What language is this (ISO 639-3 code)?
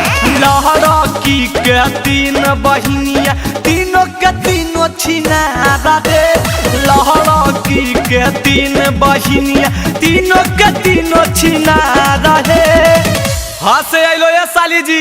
mag